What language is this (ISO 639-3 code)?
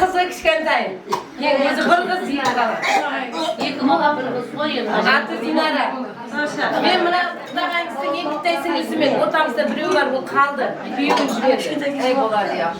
kaa